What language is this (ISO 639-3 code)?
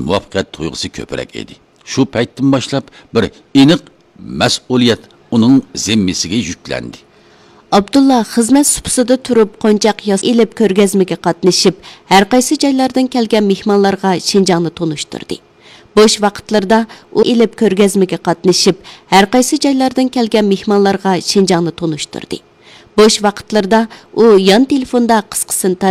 uig